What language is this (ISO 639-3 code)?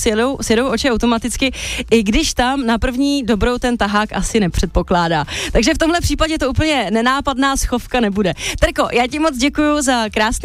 ces